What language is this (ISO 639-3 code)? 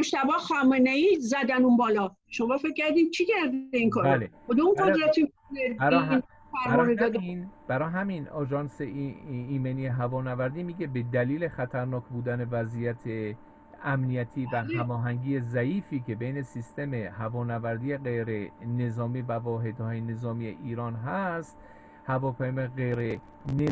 fas